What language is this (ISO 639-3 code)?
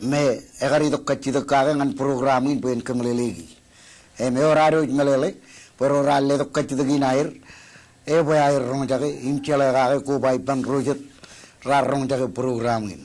mah